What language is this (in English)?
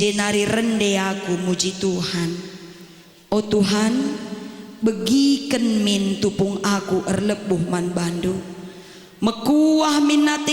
Batak Karo